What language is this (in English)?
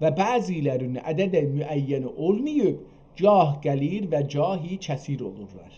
South Azerbaijani